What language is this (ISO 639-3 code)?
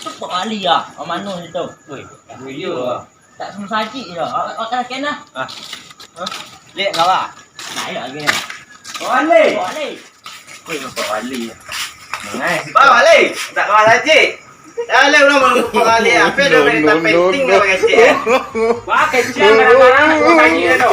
min